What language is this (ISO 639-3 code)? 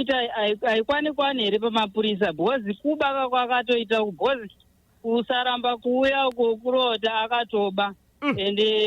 sna